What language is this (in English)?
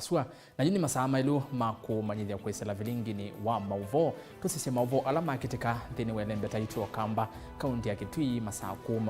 Kamba